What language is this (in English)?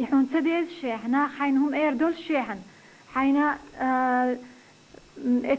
Chechen